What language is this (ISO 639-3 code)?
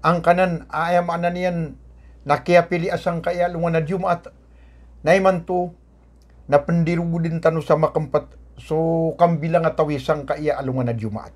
mrw